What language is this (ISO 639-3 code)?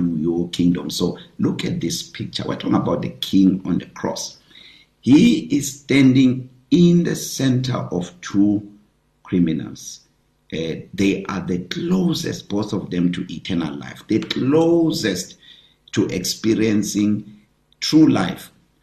eng